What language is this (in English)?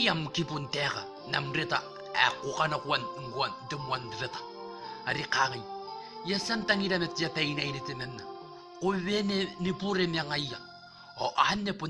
Gilbertese